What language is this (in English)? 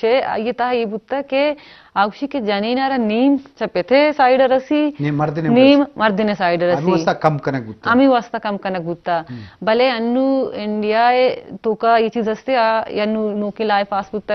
Eastern Balochi